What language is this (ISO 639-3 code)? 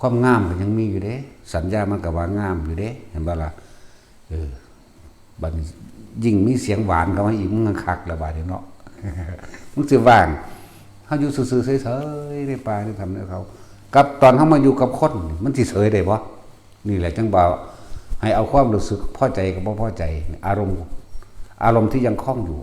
lao